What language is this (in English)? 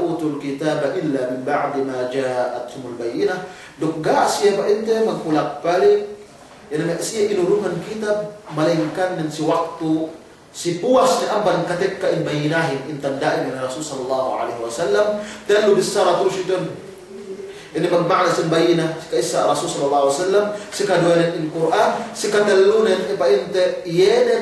Yakan